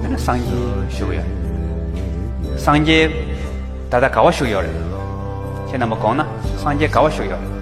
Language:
Tibetan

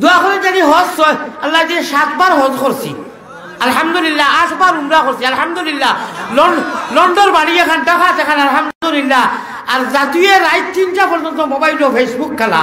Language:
Sylheti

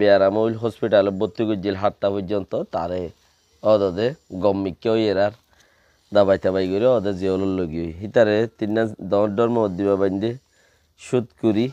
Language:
Rohingya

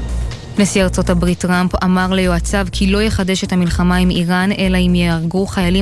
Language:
Hebrew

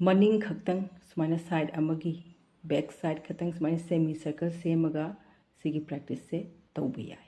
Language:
Manipuri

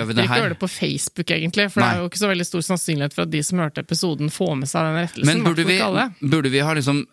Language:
Norwegian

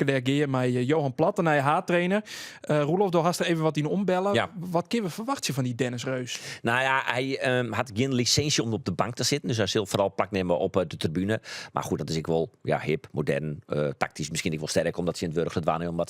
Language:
Western Frisian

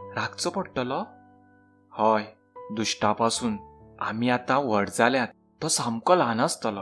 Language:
Konkani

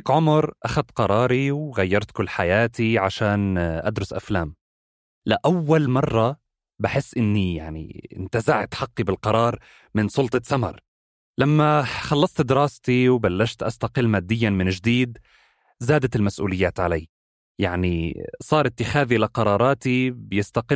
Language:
North Levantine Arabic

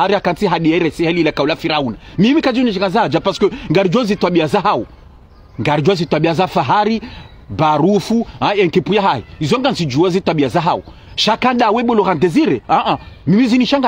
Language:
Ngazidja Comorian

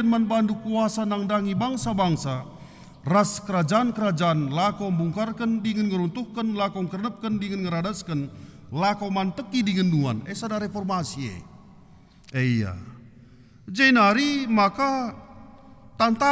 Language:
Batak Karo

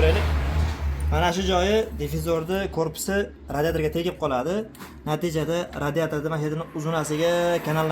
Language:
Uzbek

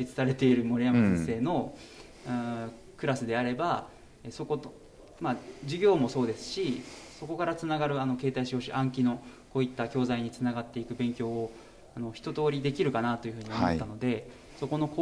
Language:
Japanese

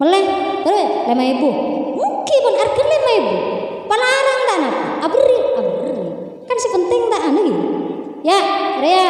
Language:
Madurese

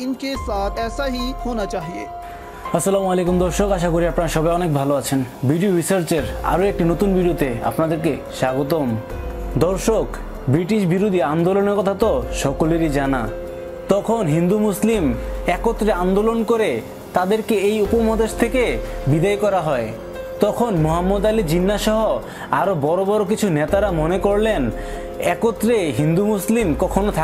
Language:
Bangla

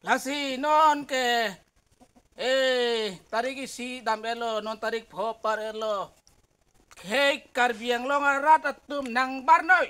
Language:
Karbi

